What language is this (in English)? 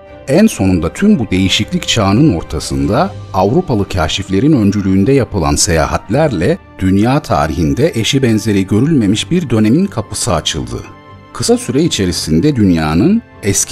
Turkish